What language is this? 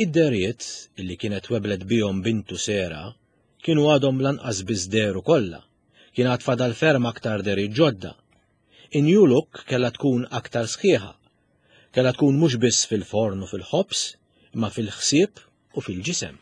Maltese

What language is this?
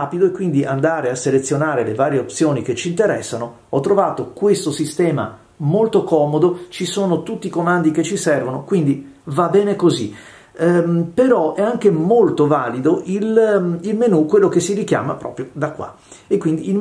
Italian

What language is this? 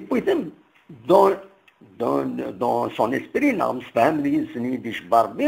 Kabyle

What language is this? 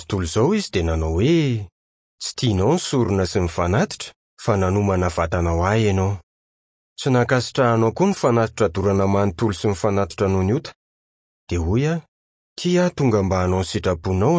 Malagasy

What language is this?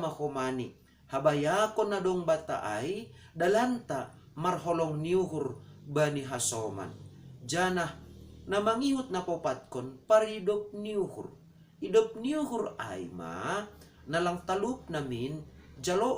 Batak Simalungun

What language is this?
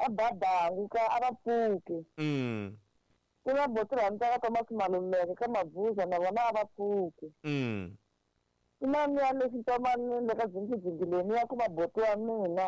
Tsonga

